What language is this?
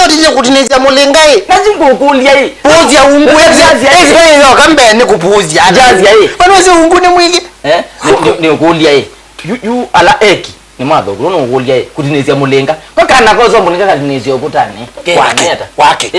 Kamba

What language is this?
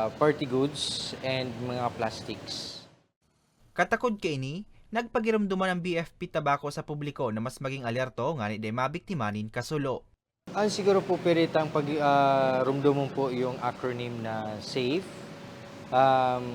Bikol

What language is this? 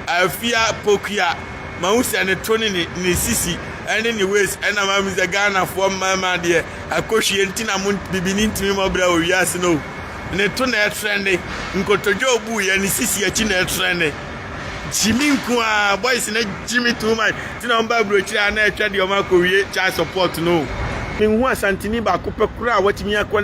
Akan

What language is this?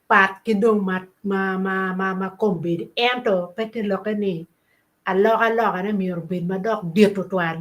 Acoli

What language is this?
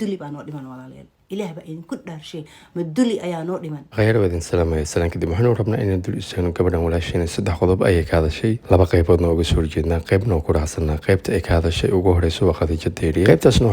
Somali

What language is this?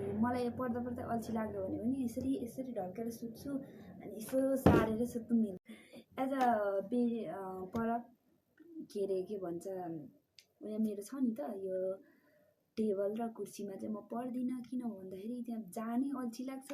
Nepali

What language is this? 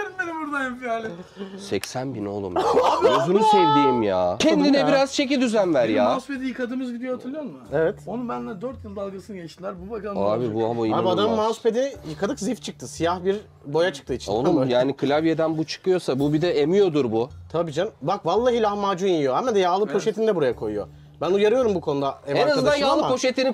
Turkish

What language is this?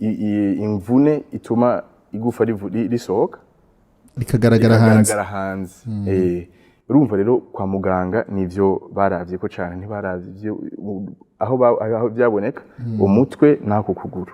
Rundi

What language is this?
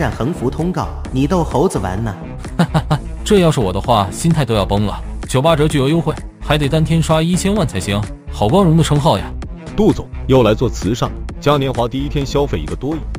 Chinese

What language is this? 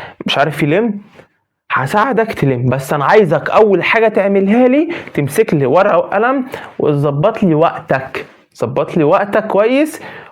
Egyptian Arabic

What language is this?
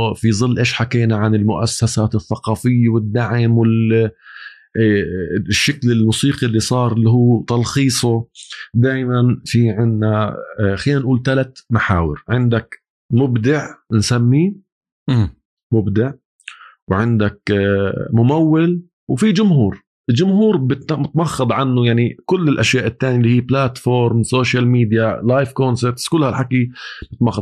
North Levantine Arabic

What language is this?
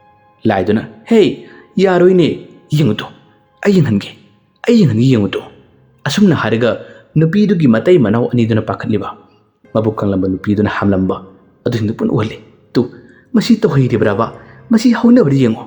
Manipuri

